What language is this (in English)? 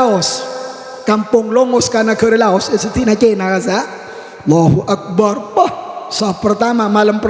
Madurese